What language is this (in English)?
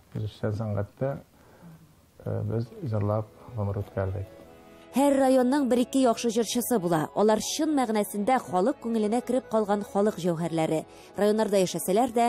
Tatar